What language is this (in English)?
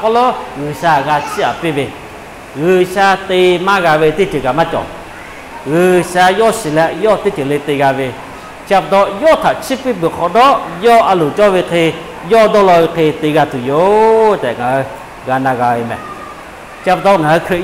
Lahu